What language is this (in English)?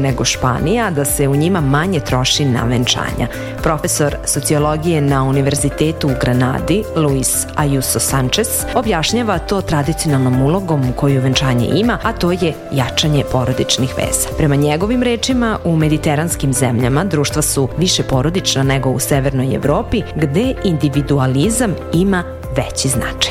Serbian